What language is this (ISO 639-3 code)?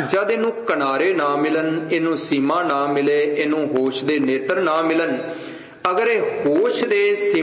pan